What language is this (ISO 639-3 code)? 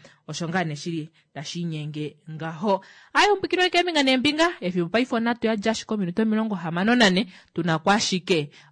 kua